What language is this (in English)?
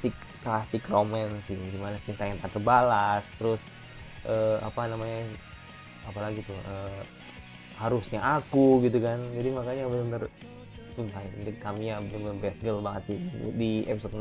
Indonesian